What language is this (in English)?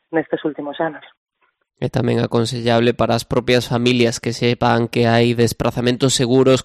Galician